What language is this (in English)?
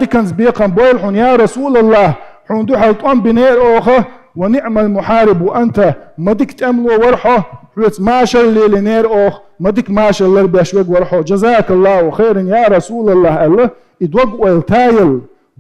Chechen